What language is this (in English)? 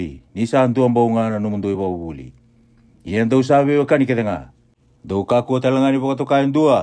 Fijian